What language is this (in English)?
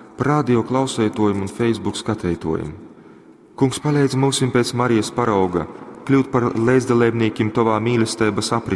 Latgalian